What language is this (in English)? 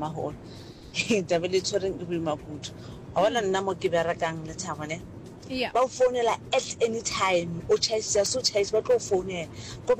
Northern Sotho